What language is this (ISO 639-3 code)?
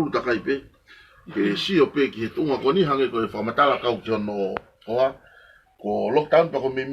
ton